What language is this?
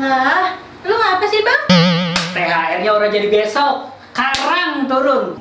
Betawi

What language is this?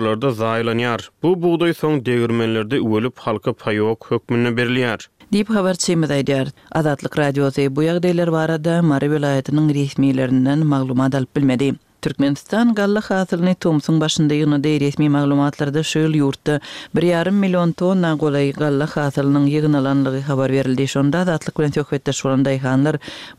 Turkmen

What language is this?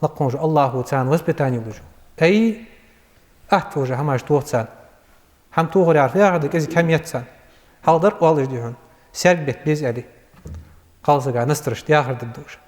Ingush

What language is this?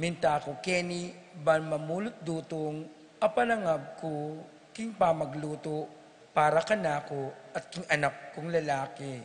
Pampanga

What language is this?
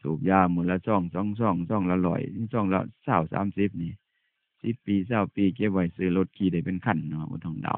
Northeastern Thai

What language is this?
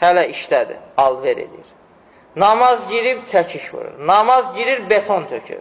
Azerbaijani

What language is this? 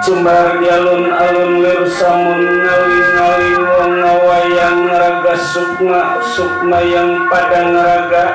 Betawi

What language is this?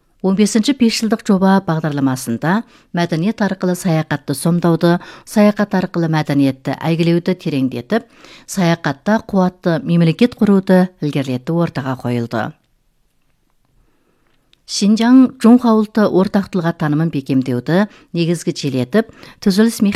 Kazakh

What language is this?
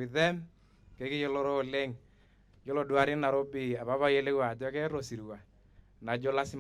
Masai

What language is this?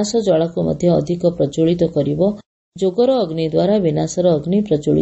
Odia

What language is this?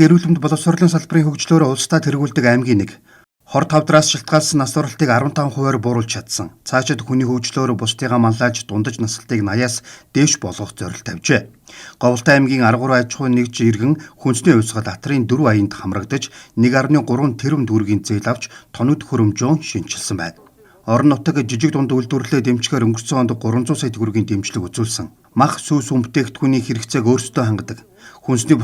Mongolian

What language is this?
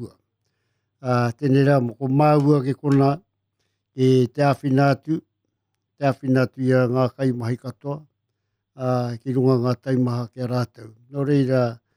Māori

